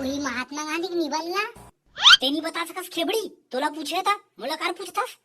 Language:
Chhattisgarhi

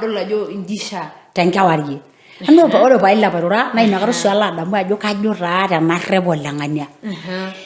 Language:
Masai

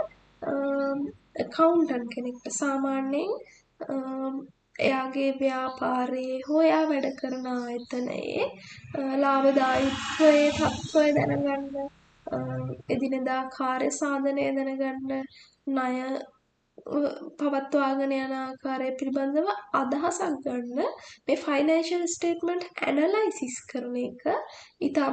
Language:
Sinhala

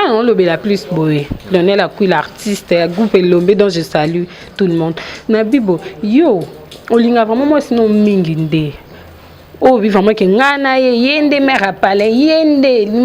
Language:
Lingala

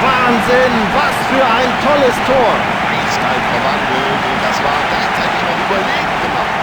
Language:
Bavarian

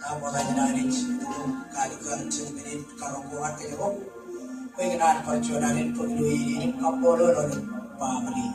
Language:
Marshallese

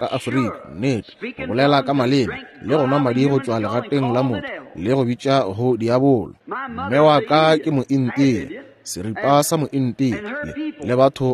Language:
Northern Sotho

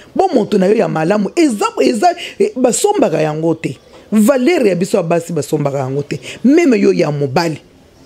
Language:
Lingala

